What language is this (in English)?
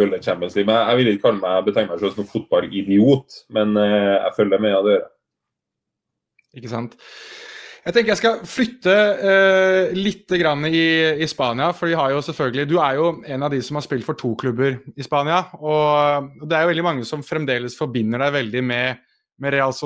Norwegian